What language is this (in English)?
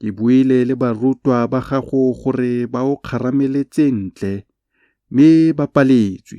Tswana